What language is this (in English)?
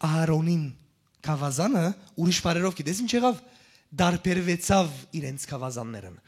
Western Armenian